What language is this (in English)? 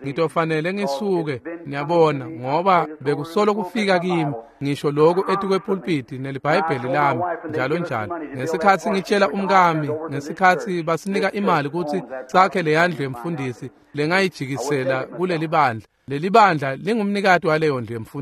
Swati